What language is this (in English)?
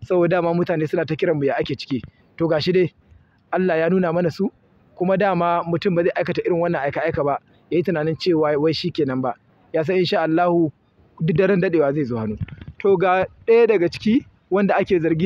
Hausa